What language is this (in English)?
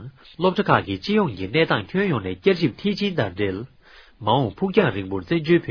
Tibetan